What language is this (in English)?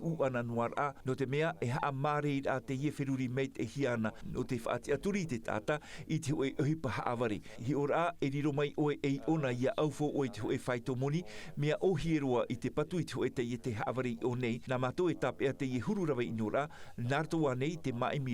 Tahitian